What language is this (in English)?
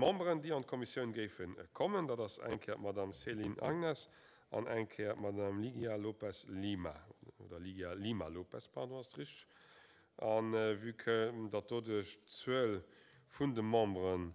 Luxembourgish